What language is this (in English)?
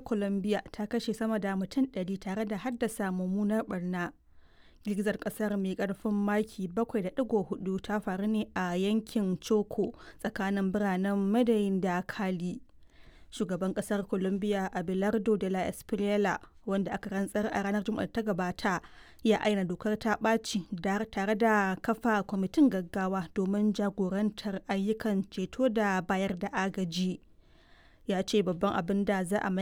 Hausa